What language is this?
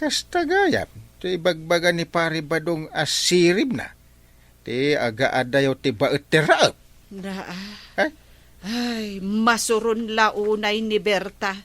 Iloko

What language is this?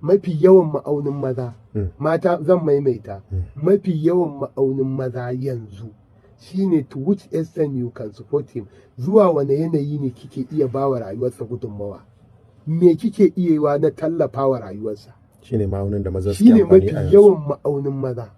Hausa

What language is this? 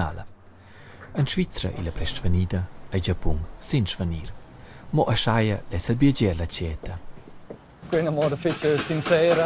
Romansh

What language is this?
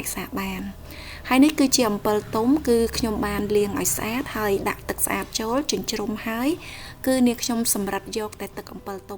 Khmer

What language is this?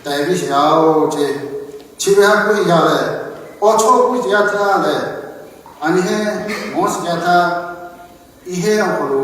Lahu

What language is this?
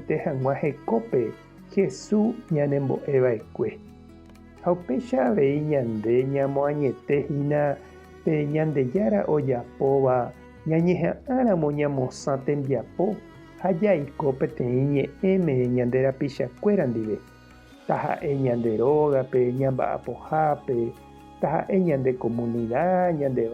Guarani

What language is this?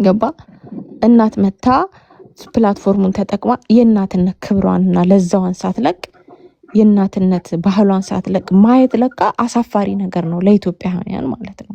Amharic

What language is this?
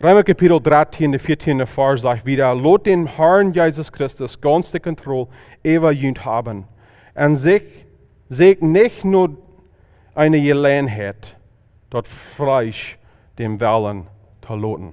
Plautdietsch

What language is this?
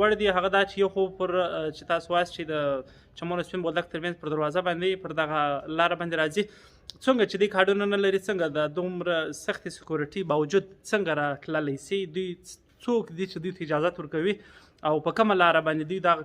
Pashto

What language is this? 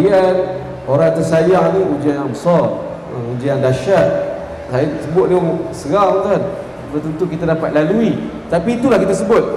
Malay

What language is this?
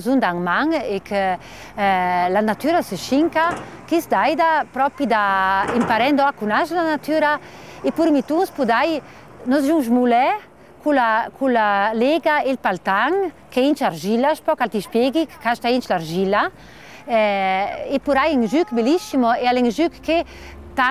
Ladin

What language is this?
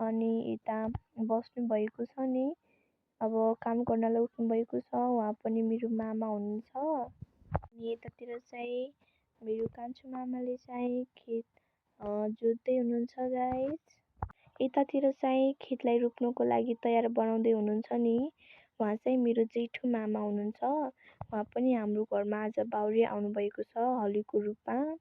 Nepali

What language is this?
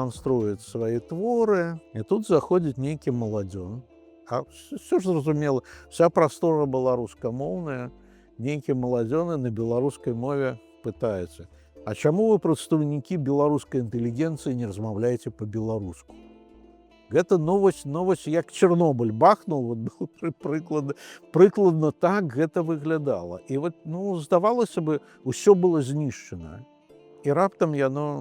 Belarusian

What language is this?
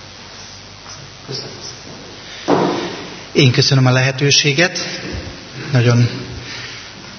Hungarian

